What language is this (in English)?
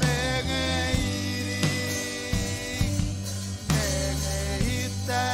Marshallese